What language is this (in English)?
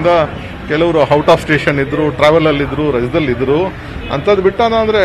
Kannada